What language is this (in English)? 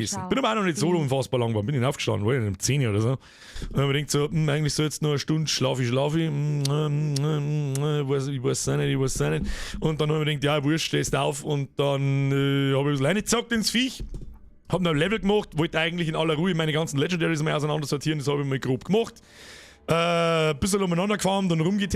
Bavarian